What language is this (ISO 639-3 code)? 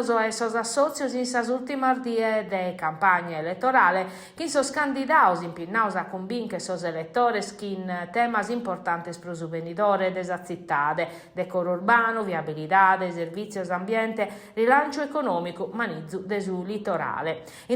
srd